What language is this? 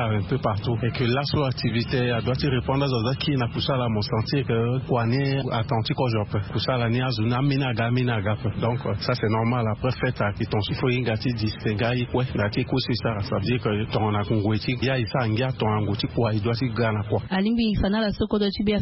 Sango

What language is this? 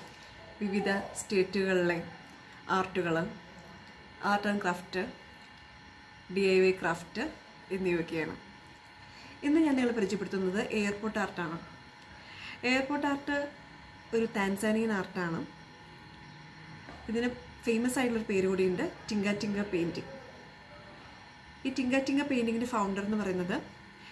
Malayalam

